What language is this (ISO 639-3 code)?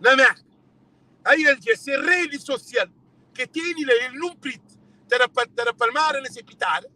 kea